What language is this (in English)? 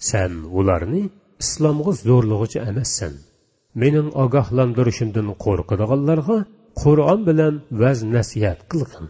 Uyghur